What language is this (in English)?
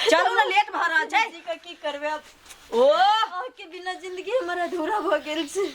Maithili